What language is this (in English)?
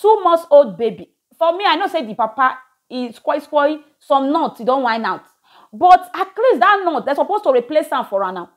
Nigerian Pidgin